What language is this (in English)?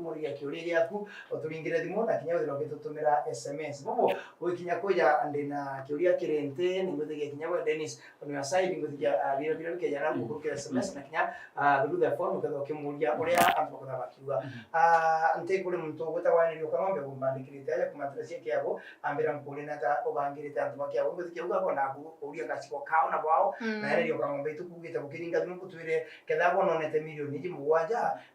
Meru